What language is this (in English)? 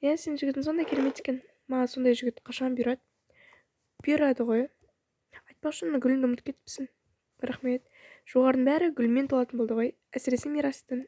Kazakh